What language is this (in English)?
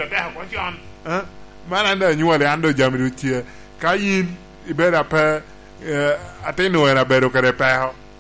Lango (Uganda)